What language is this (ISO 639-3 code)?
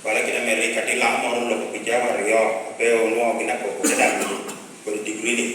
laj